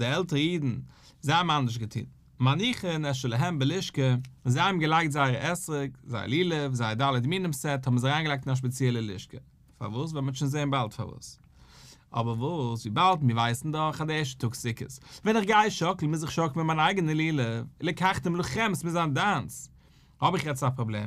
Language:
Yiddish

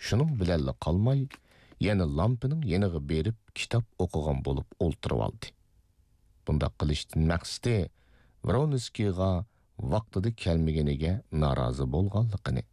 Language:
Uyghur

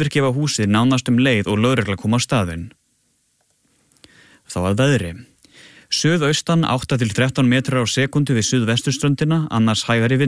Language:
Icelandic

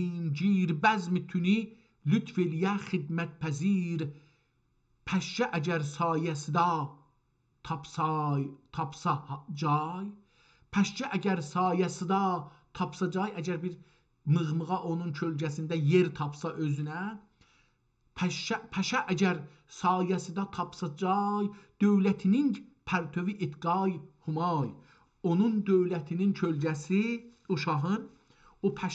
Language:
South Azerbaijani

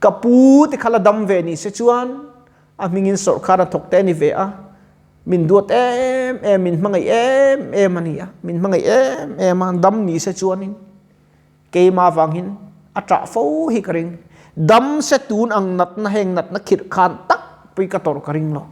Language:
Mizo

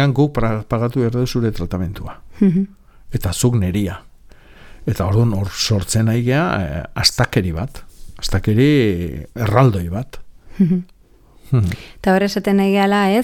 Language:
Basque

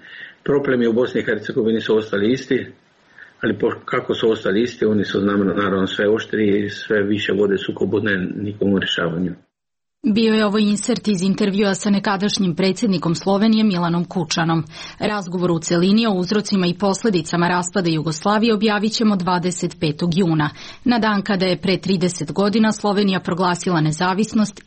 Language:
Serbian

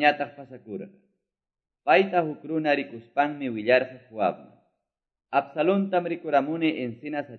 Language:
Quechua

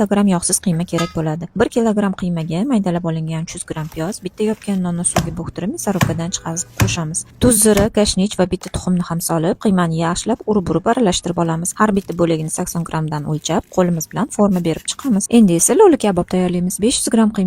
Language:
Uzbek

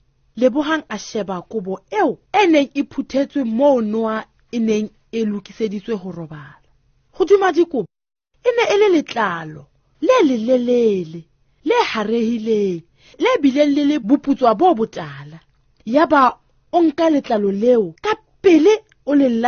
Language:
Southern Sotho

